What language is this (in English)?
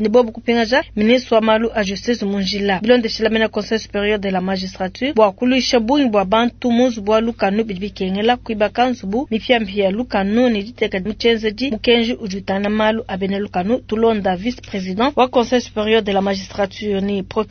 Luba-Lulua